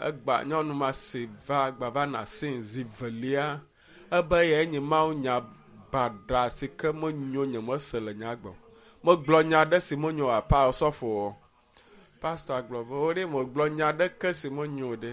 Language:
Ewe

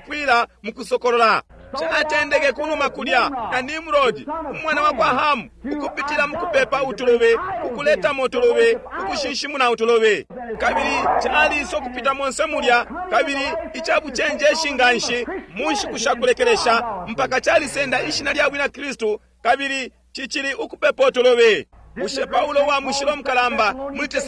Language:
Bemba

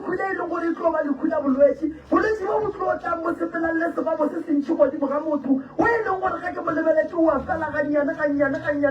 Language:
Northern Sotho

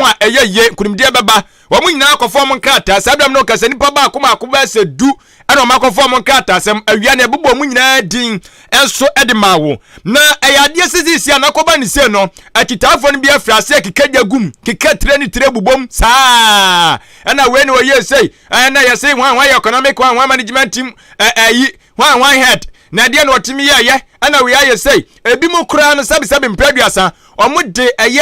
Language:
Akan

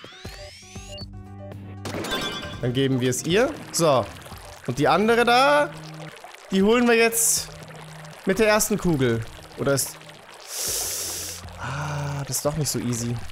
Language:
German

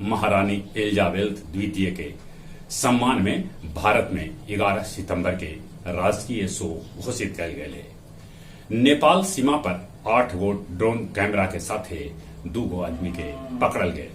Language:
Magahi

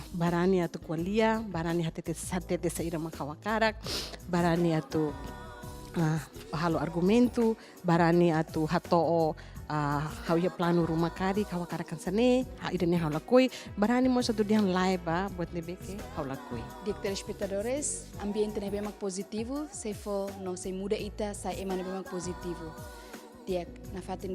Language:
Tetum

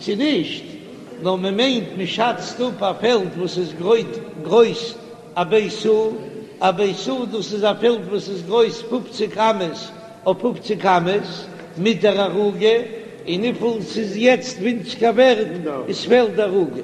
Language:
Yiddish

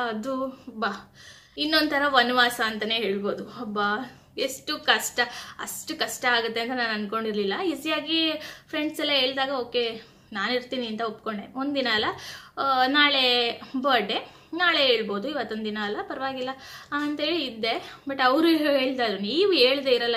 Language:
Kannada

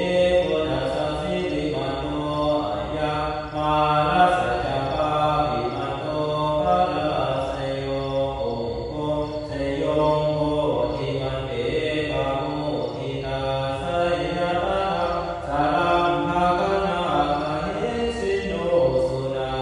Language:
Pali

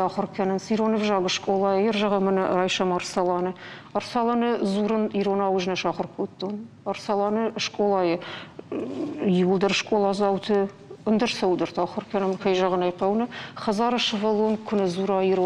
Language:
Ossetic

